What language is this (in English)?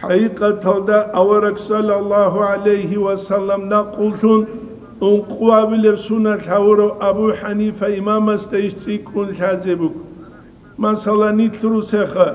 Avaric